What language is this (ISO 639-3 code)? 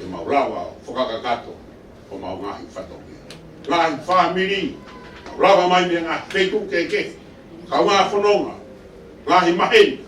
ton